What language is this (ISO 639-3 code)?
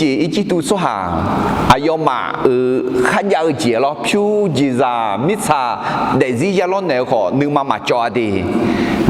ahk